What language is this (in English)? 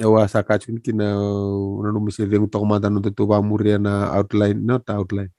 Fijian